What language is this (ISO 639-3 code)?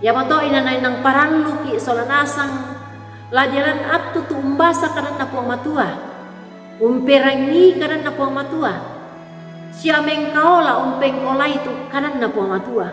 sda